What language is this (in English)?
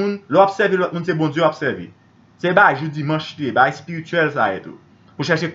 Haitian Creole